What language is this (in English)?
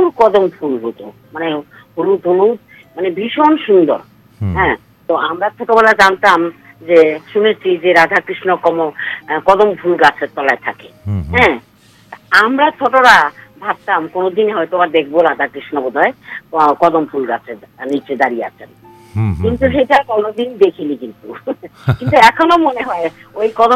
Bangla